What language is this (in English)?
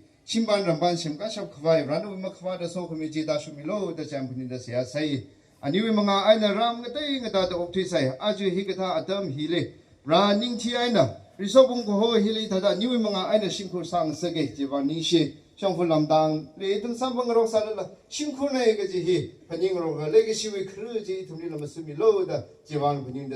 Tangkhul Naga (India)